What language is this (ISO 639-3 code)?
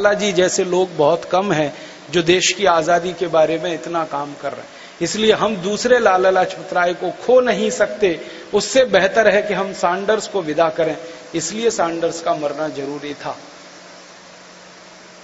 hin